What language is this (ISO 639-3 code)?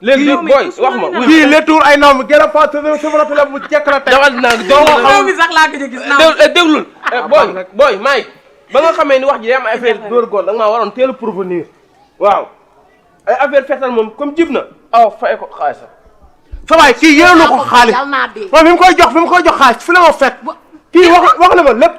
wol